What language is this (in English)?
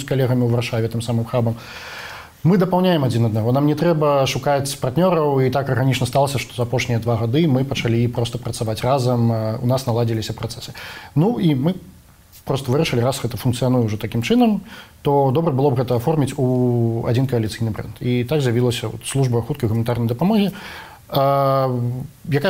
Belarusian